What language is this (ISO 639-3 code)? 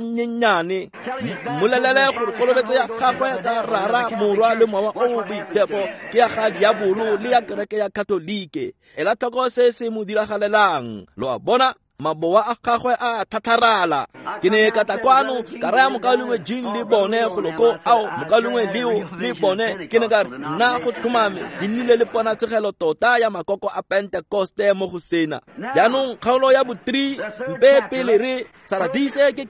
tsn